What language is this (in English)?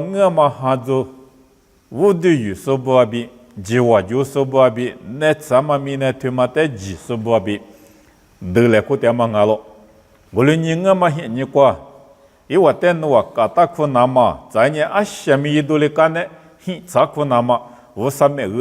Lisu